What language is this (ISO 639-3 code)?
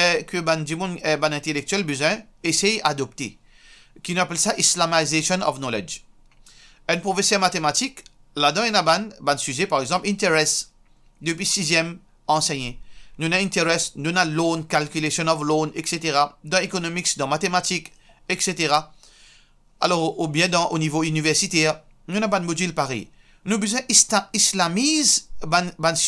mfe